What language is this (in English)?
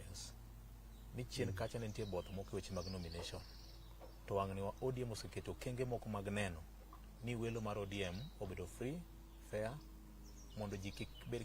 Luo (Kenya and Tanzania)